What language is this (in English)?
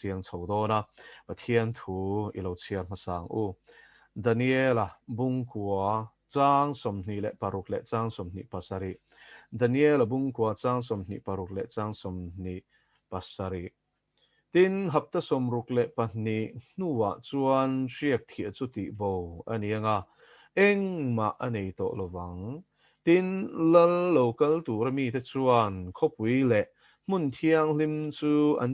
Mizo